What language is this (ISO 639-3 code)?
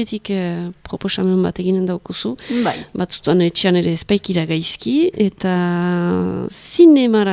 eus